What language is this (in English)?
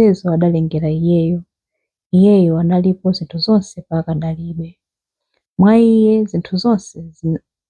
Nyanja